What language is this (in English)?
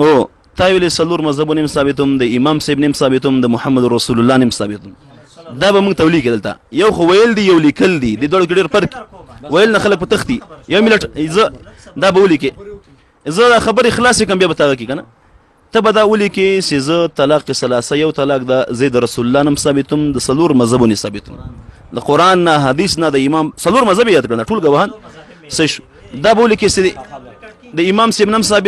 Pashto